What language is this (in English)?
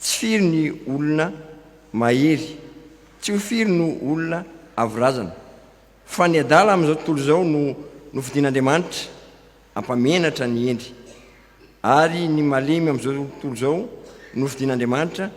Malagasy